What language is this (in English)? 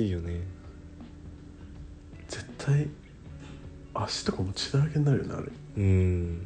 Japanese